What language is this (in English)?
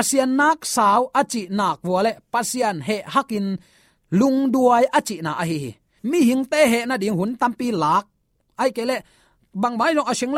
Tedim Chin